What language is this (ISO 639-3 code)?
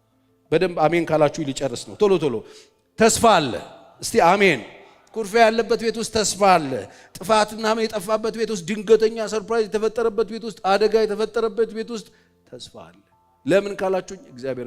amh